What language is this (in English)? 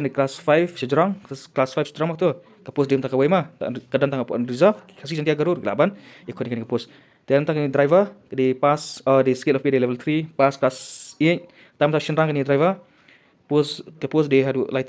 Khasi